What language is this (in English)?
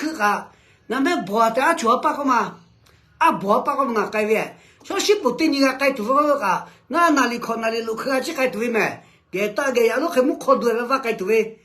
Lahu